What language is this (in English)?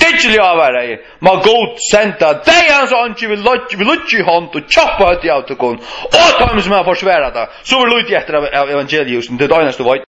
Faroese